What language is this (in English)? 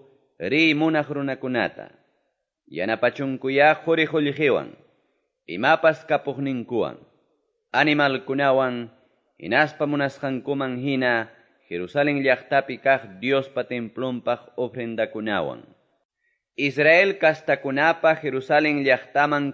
Quechua